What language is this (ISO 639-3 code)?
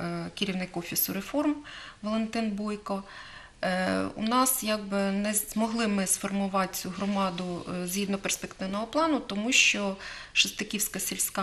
ukr